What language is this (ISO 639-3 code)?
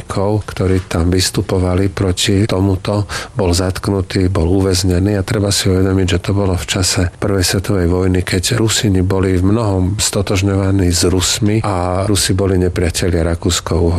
slk